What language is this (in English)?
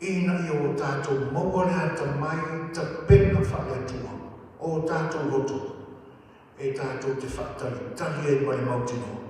Samoan